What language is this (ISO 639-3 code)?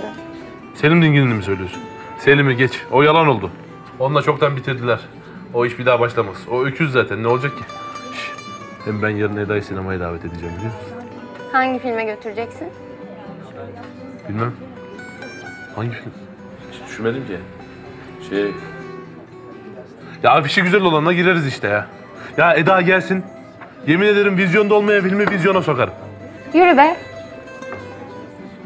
tur